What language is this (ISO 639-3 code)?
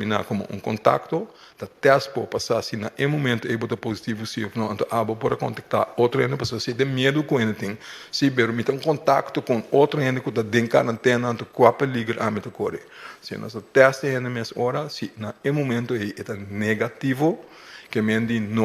pap